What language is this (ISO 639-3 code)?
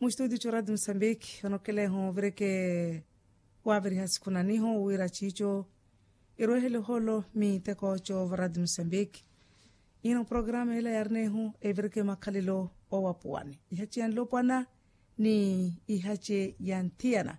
vmw